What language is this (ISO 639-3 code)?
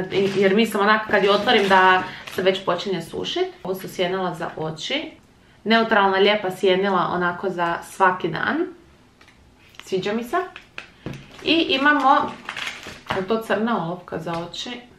hrv